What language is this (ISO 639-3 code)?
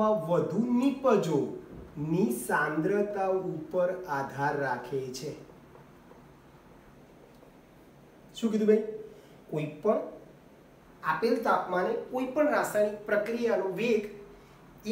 guj